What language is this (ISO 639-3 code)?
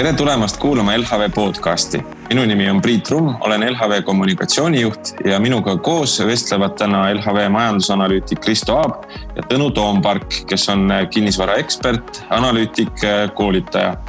est